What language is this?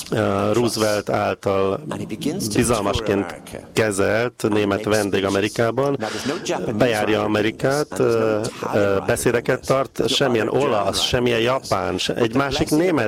Hungarian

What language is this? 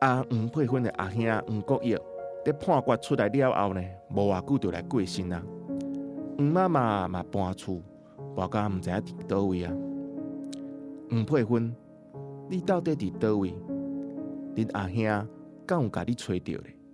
Min Nan Chinese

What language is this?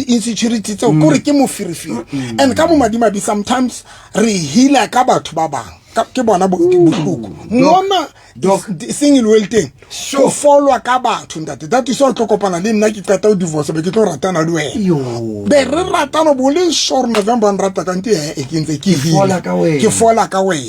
Southern Sotho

